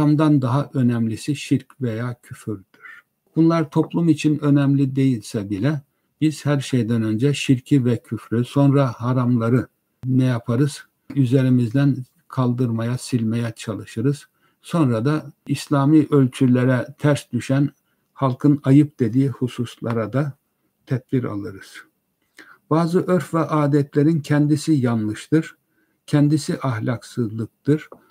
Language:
Turkish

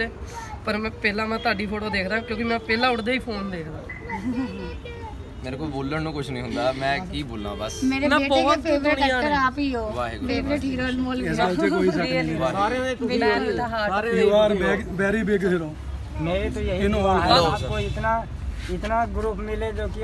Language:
Punjabi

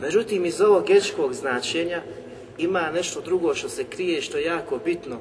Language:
Bosnian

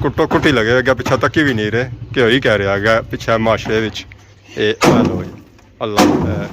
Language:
Pahari-Potwari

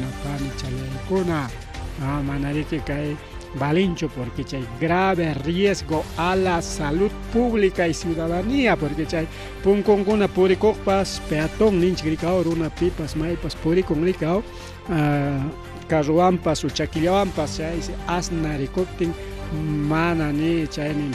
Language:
Ayacucho Quechua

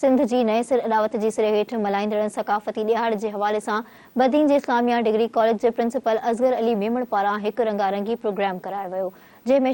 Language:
Sindhi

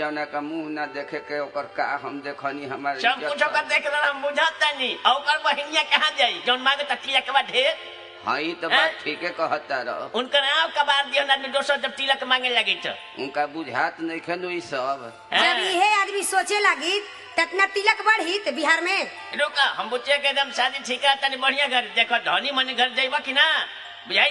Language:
Bhojpuri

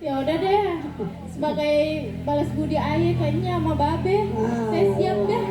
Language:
Betawi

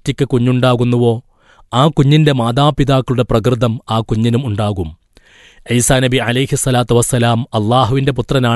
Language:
Malayalam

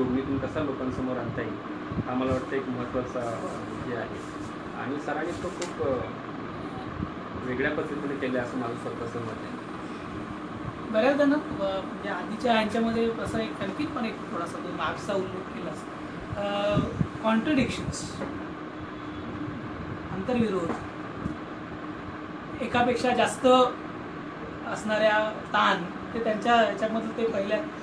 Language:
Marathi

